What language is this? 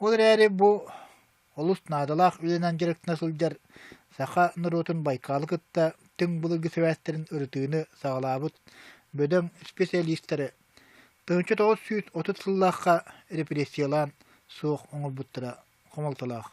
Yakut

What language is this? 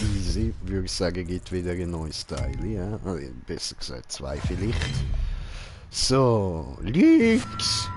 Swiss German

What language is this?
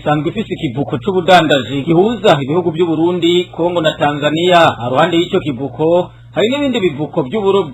Rundi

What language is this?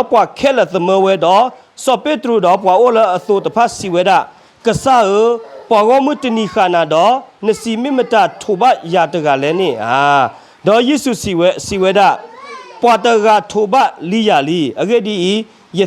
S'gaw Karen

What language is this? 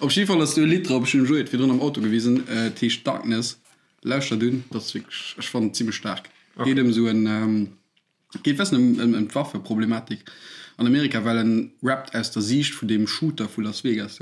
Luxembourgish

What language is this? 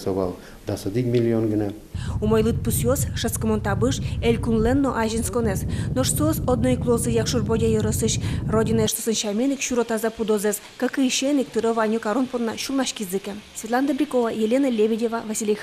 Udmurt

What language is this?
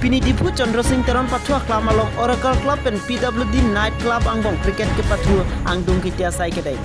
Karbi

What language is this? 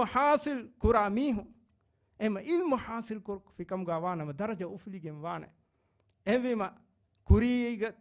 Divehi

